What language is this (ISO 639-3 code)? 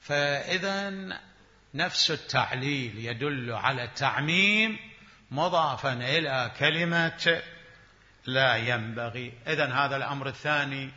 acm